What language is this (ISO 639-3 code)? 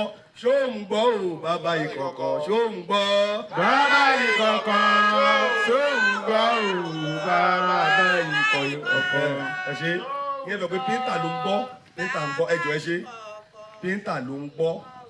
yor